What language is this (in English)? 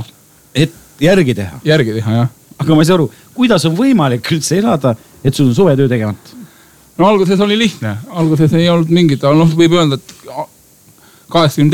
Estonian